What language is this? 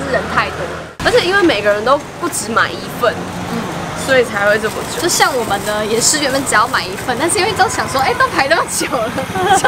Chinese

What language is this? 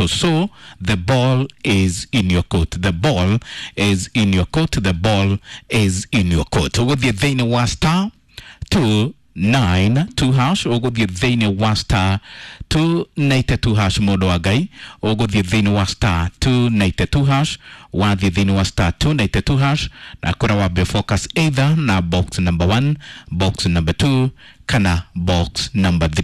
Kikuyu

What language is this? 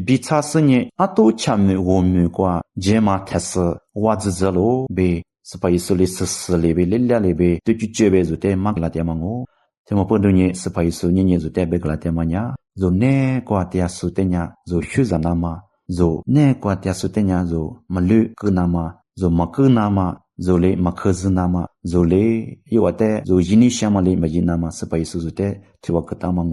Lisu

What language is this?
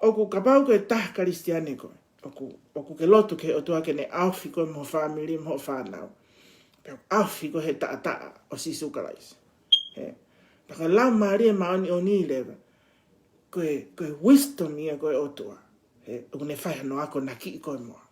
Tongan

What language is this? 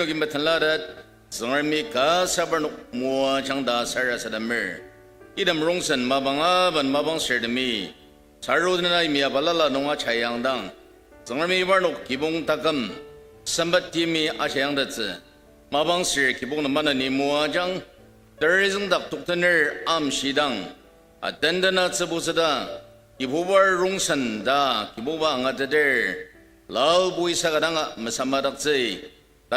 Ao Naga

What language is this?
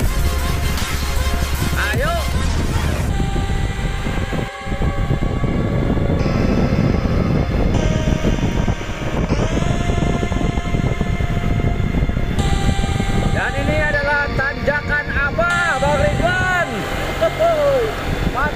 Indonesian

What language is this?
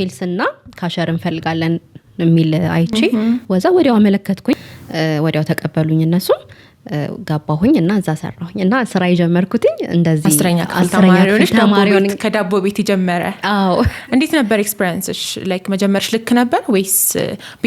Amharic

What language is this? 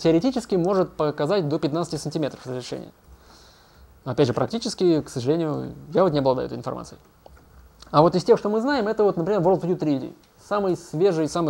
Russian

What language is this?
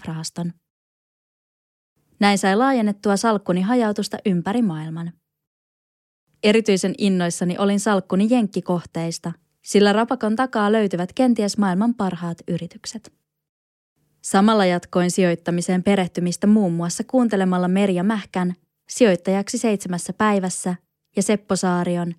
Finnish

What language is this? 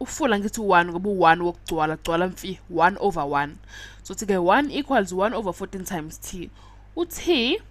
Zulu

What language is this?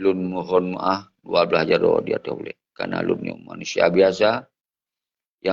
Achinese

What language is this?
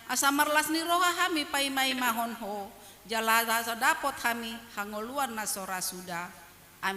Batak Toba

